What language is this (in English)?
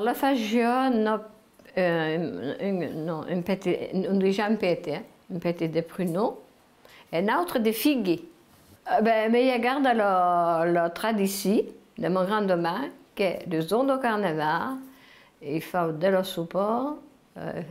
Occitan